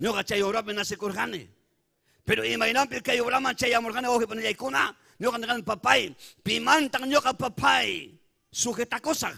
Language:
Ayacucho Quechua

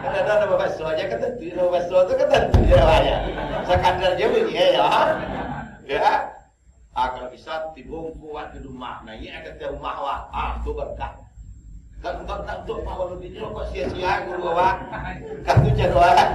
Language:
Minangkabau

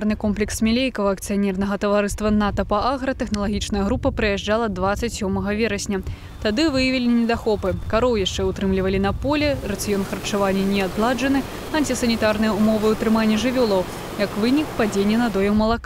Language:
Belarusian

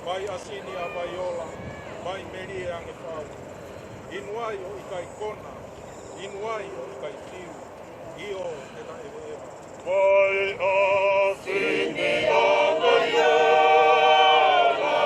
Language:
Tongan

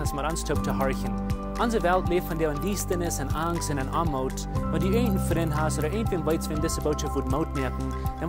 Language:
Plautdietsch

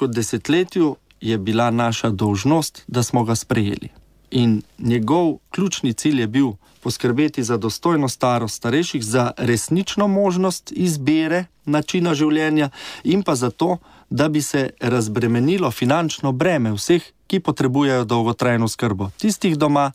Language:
Slovenian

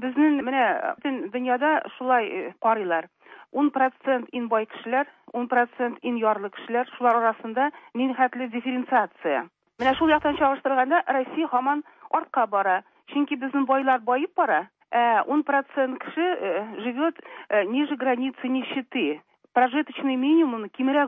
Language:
Tatar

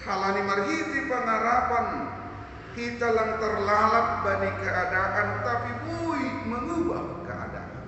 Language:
Batak Simalungun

